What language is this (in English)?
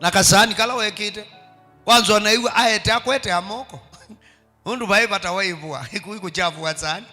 Kamba